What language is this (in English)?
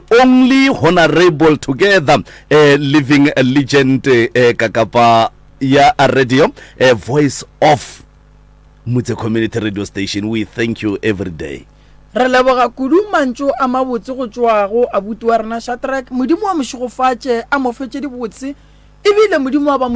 Northern Sotho